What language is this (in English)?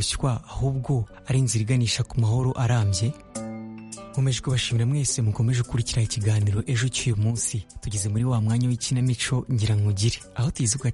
Kinyarwanda